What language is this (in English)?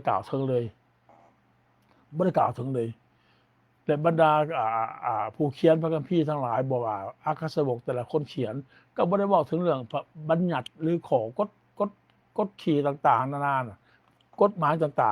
Lao